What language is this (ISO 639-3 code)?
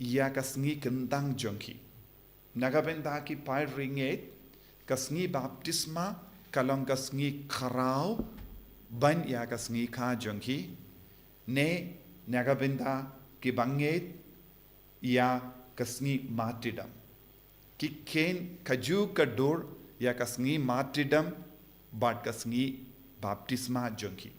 kha